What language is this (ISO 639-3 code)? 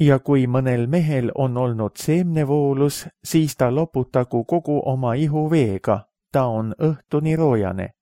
est